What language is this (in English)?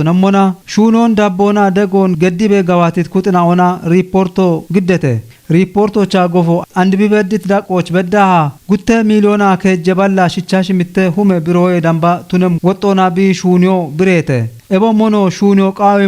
Kafa